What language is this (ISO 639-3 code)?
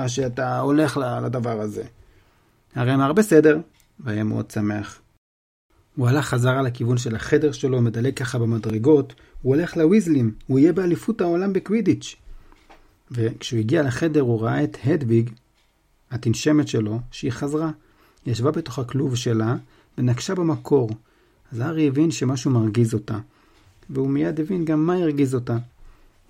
heb